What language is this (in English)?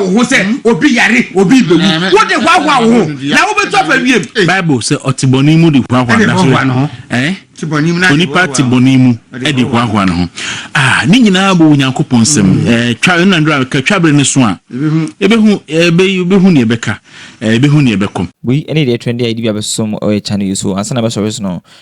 Akan